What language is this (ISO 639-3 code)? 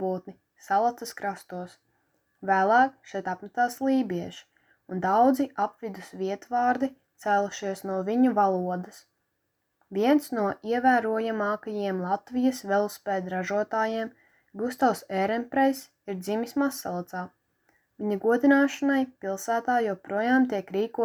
lav